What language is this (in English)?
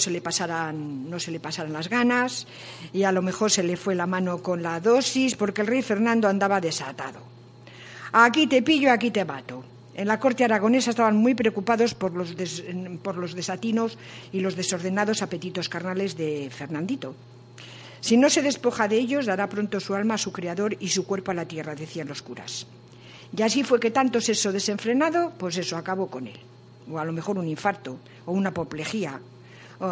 Spanish